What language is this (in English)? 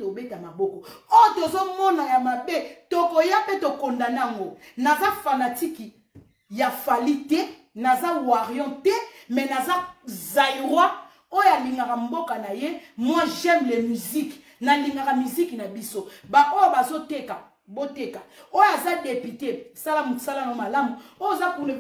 Lingala